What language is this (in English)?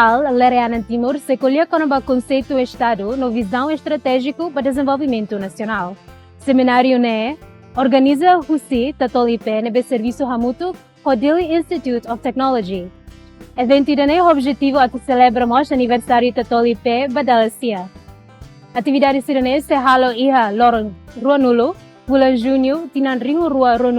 Tetum